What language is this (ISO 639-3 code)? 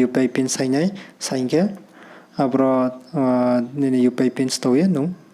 ria